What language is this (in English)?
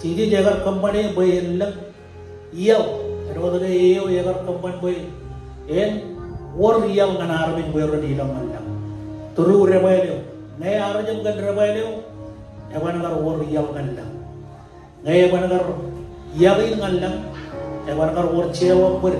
Marshallese